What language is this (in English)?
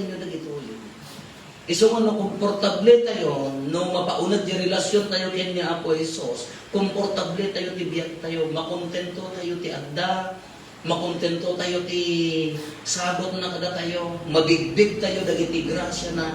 Iloko